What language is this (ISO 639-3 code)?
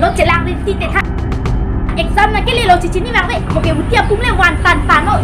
mjw